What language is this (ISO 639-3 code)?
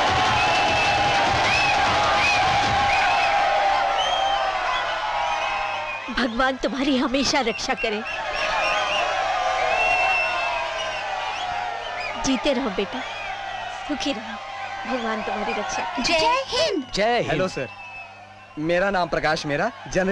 hin